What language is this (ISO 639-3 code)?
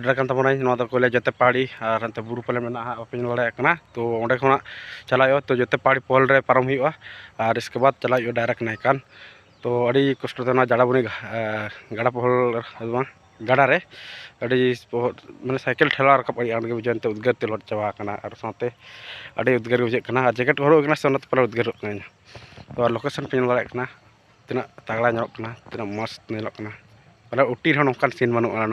sat